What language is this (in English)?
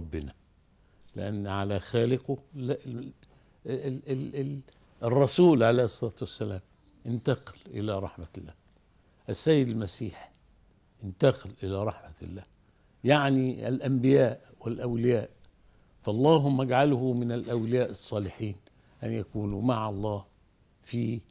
Egyptian Arabic